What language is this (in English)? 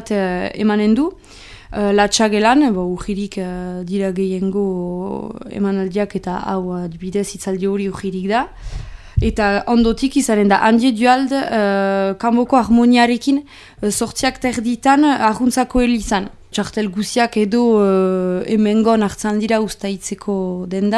Basque